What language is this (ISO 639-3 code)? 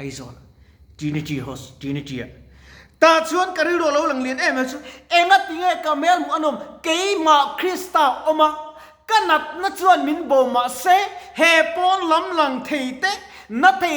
lus